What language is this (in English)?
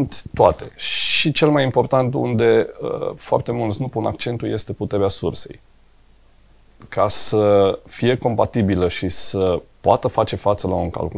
Romanian